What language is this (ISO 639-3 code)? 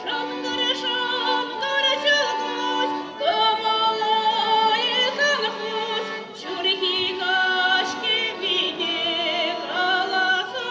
chv